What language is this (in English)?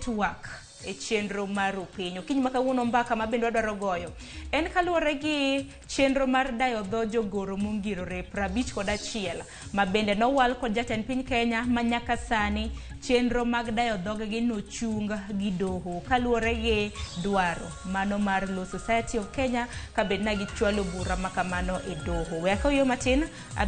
Luo (Kenya and Tanzania)